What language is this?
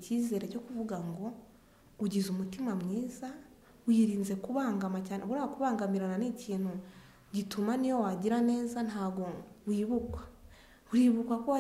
Kinyarwanda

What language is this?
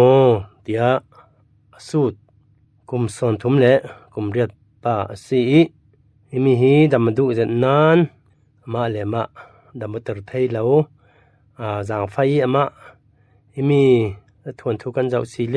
Falam Chin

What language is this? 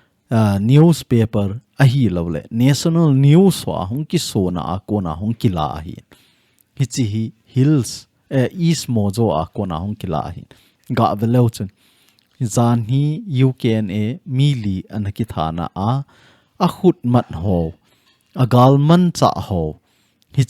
Thado Chin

